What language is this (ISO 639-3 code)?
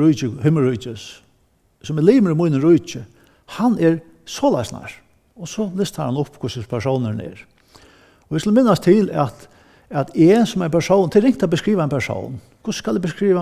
fao